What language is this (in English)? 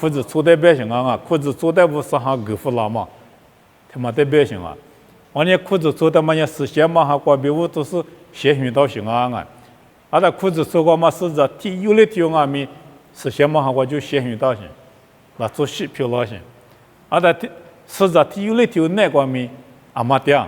Lisu